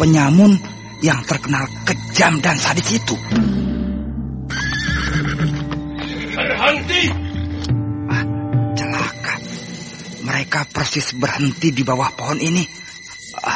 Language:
Indonesian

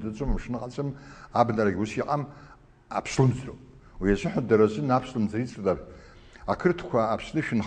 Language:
Abkhazian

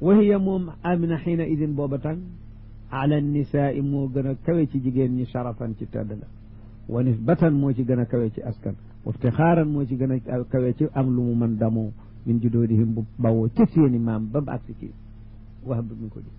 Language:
Wolof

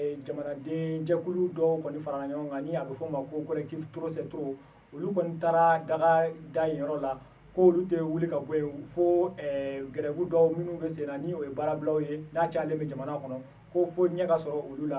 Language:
Bambara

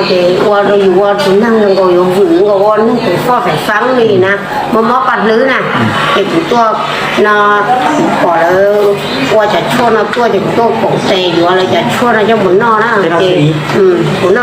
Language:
Hmong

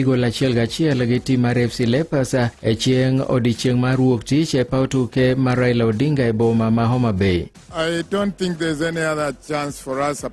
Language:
Luo (Kenya and Tanzania)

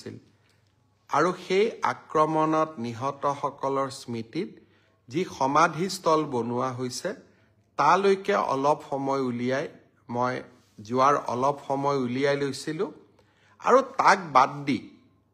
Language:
Assamese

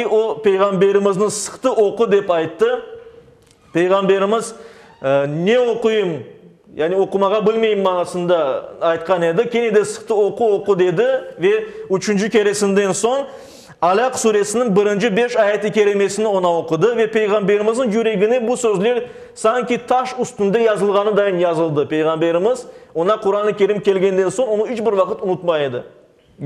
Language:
Crimean Tatar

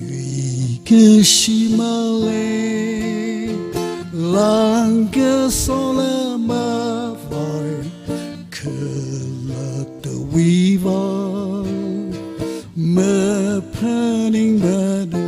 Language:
Tangkhul Naga (India)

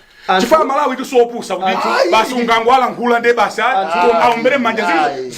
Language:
Nyanja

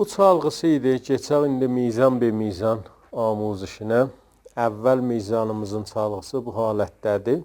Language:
South Azerbaijani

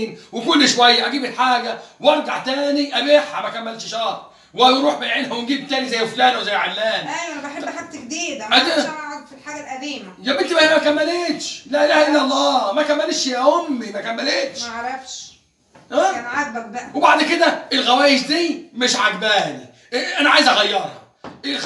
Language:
Egyptian Arabic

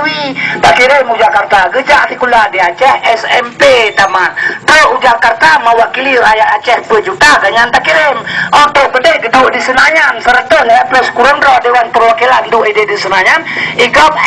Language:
Achinese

